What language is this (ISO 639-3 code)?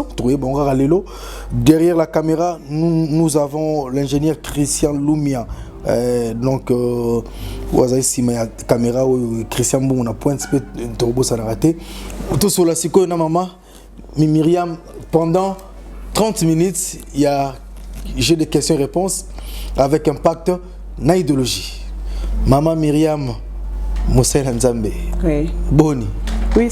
lin